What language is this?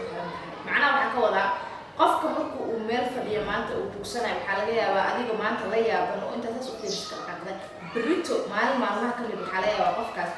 Somali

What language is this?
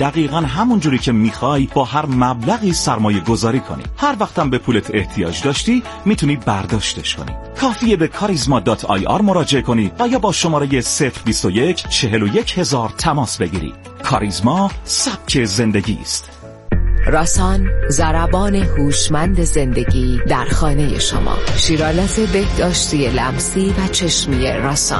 Persian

